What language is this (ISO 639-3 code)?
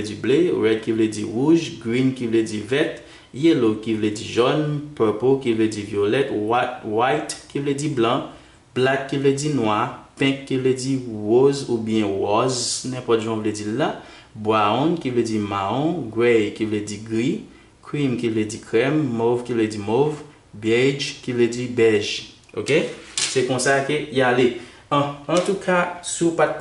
hat